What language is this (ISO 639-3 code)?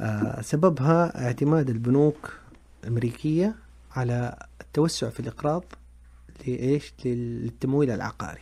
ars